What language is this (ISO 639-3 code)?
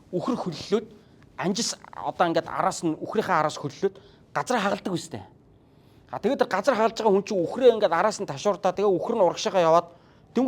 mon